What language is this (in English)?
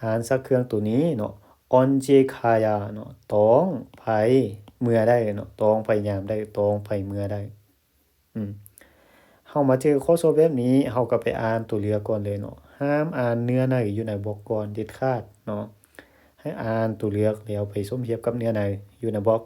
Lao